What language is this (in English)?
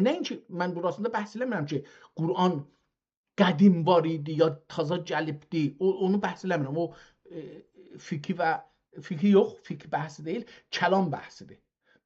South Azerbaijani